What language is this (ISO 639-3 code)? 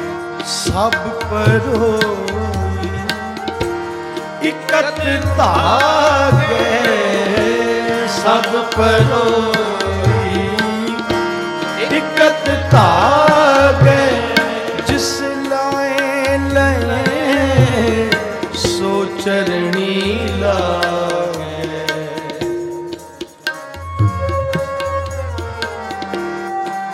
pan